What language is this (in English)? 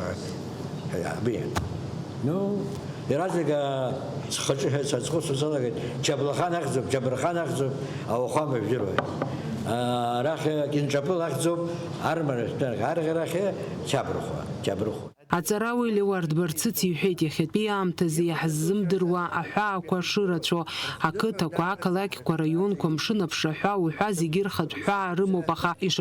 Abkhazian